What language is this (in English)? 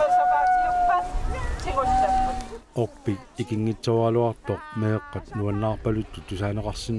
Kalaallisut